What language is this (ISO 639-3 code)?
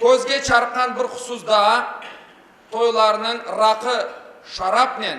crh